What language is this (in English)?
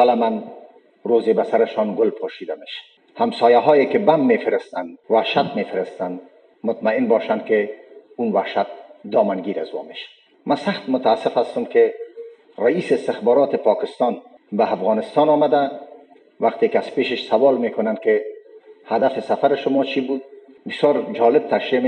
Persian